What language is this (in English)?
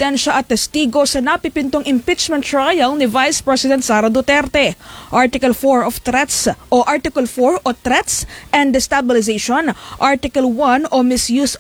Filipino